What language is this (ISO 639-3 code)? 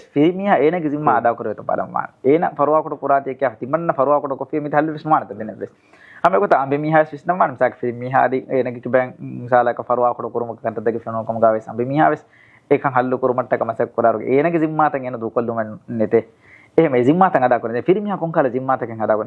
div